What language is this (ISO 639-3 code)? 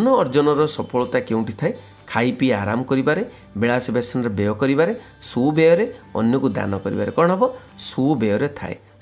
ori